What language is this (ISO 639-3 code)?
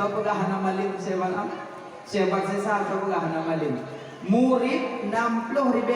ace